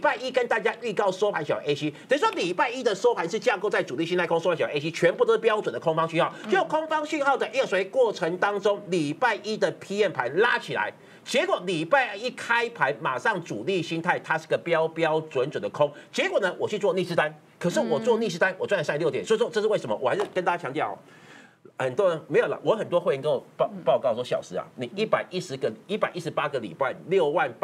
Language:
Chinese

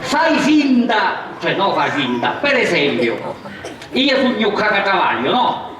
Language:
Sicilian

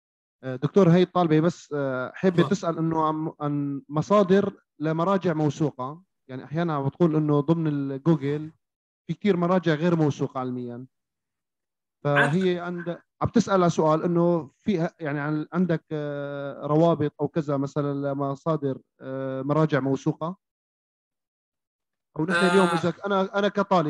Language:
North Levantine Arabic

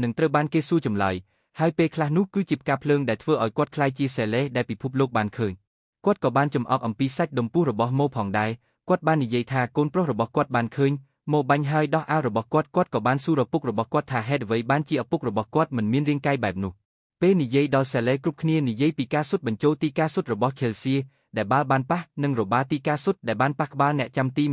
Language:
Khmer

